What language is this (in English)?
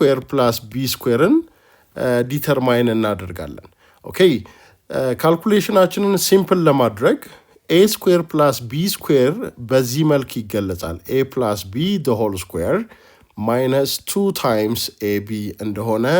Amharic